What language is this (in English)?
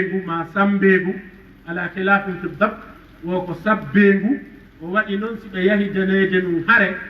Fula